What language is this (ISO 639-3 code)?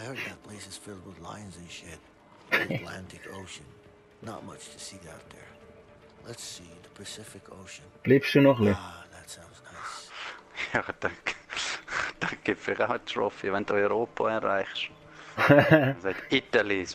gsw